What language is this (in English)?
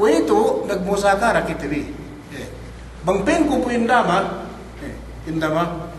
Yakan